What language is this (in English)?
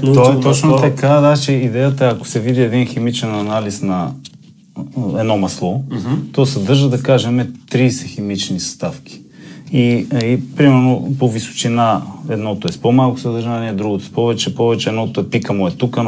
Bulgarian